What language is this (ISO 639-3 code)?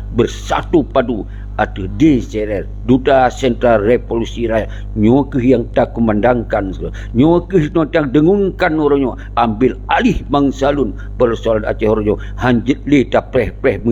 ace